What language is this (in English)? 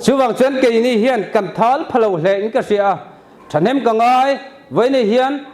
Mizo